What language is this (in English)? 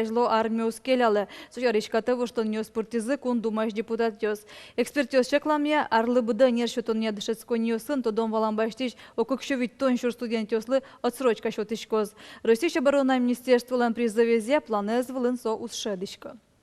Udmurt